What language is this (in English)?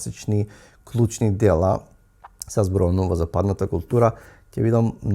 Macedonian